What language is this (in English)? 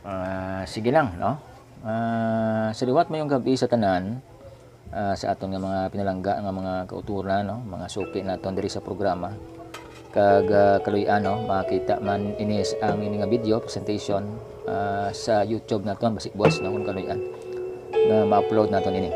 Hiligaynon